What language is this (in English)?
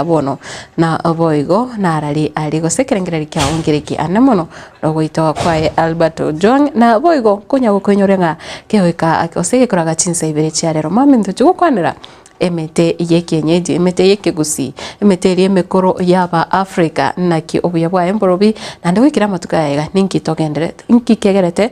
Gusii